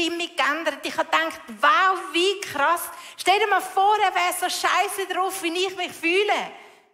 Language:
Swiss German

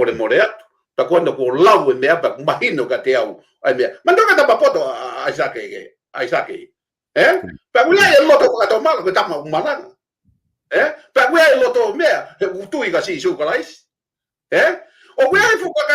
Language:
Tongan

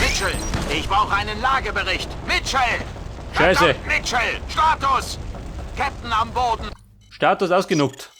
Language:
Bavarian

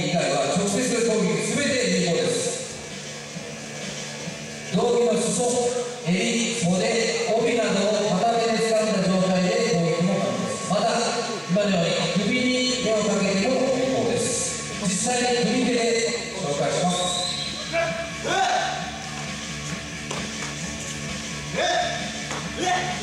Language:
Japanese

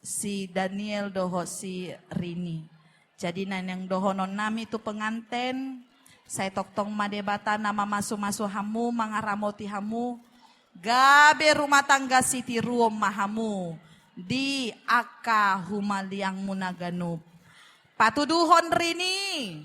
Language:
Batak Toba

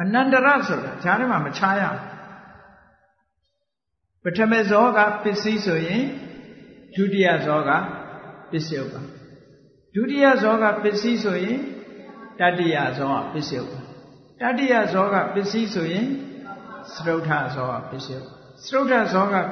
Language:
Burmese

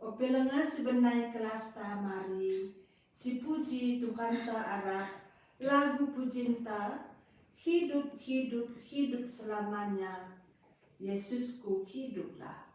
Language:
Batak Karo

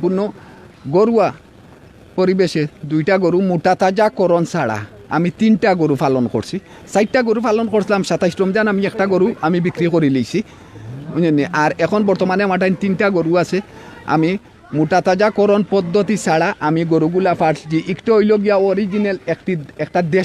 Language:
Sylheti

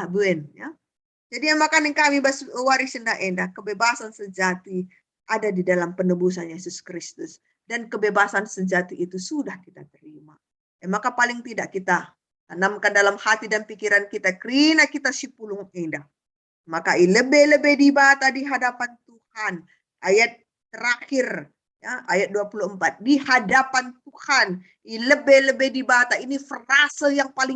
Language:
Batak Karo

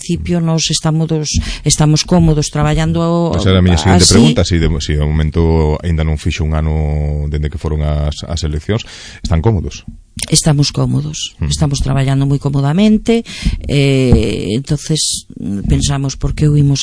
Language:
Galician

